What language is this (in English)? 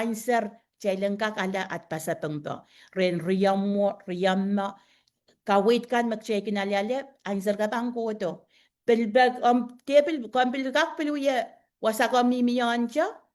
Pohnpeian